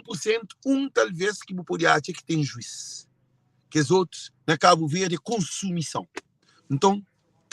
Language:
Kabuverdianu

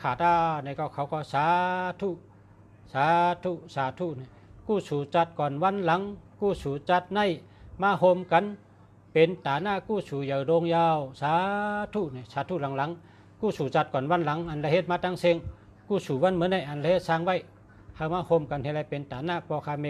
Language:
Shan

